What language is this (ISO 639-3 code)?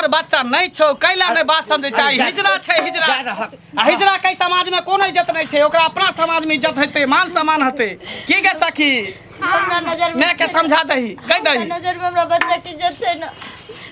mai